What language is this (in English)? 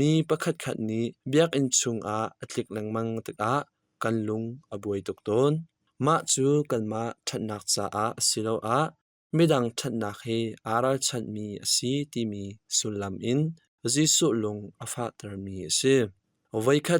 Hakha Chin